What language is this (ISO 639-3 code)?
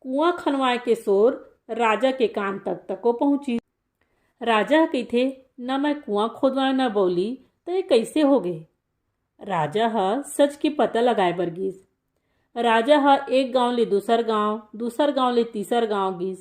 hne